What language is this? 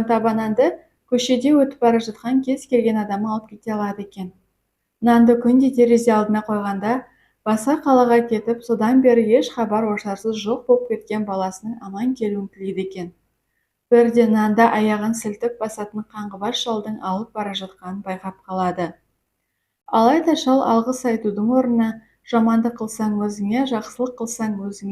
Kazakh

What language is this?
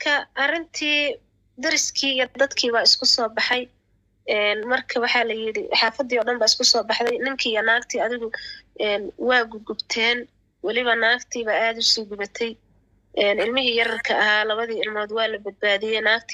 Somali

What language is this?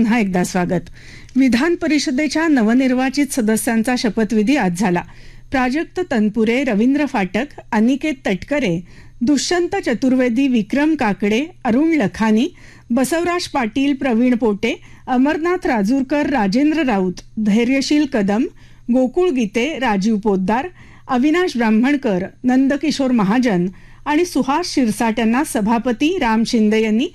Marathi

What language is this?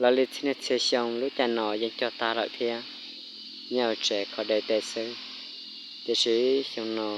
Hmong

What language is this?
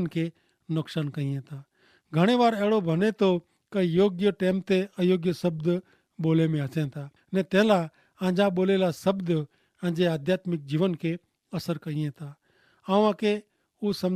Kachhi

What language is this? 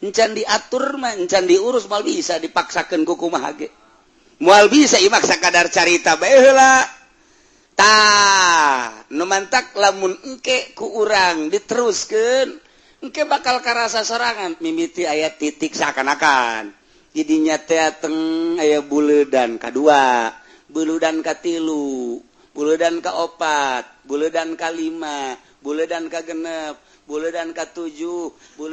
Sundanese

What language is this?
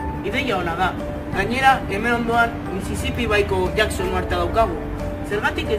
Basque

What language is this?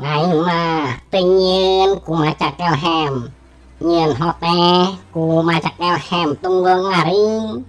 Sundanese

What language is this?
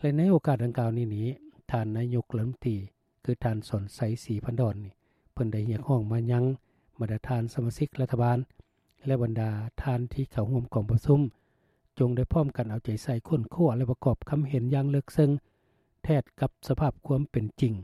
Lao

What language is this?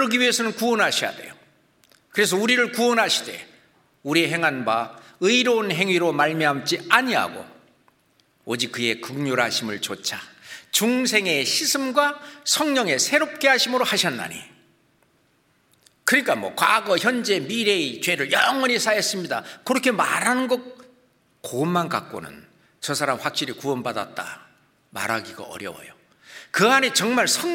Korean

